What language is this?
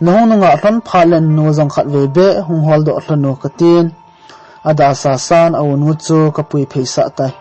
Thado Chin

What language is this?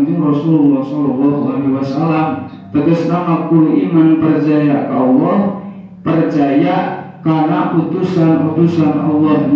Sundanese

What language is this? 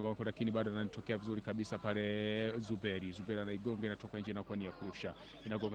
Swahili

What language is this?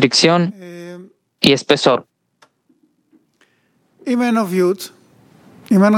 Spanish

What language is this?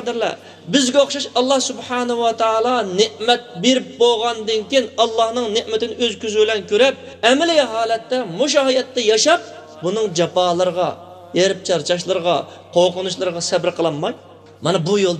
Uyghur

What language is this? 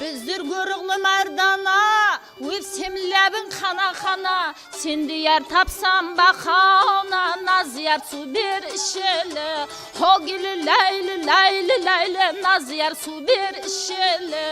Kara-Kalpak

